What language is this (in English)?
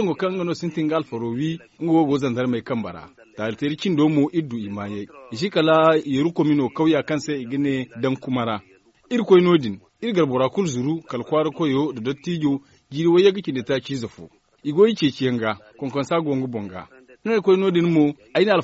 Zarma